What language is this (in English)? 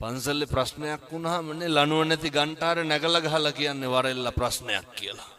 Sinhala